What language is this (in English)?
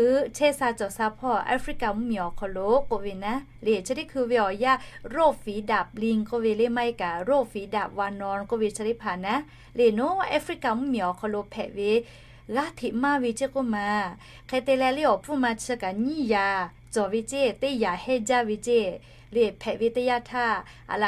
Lahu